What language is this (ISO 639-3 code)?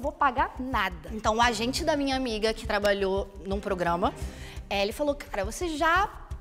por